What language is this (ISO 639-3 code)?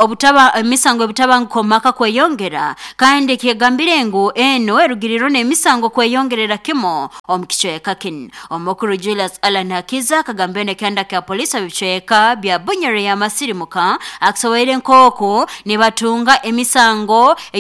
nyn